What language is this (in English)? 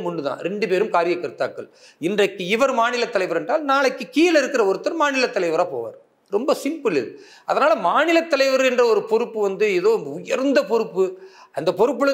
Tamil